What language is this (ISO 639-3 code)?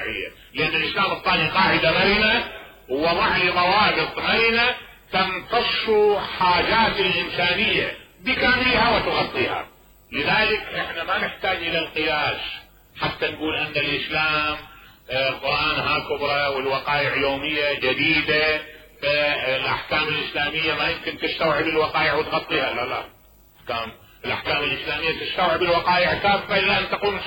acm